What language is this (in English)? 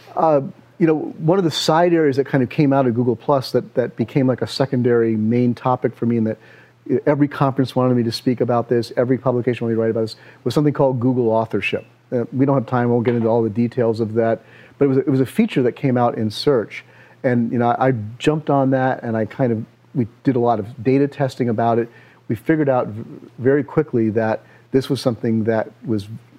English